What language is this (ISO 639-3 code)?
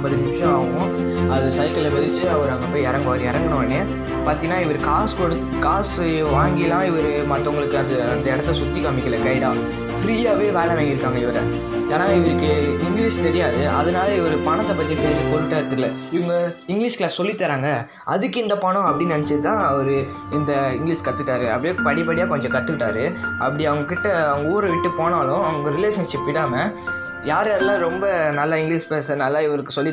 tam